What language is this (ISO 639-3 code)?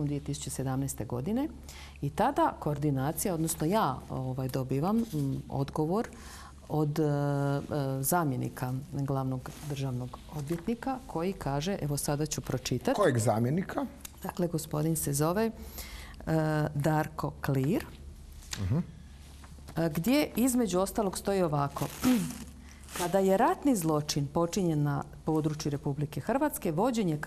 hrv